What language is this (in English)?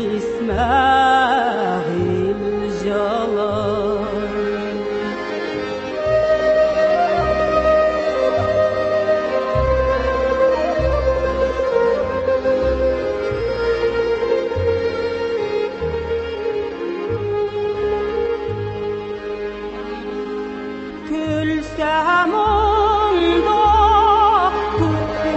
Tatar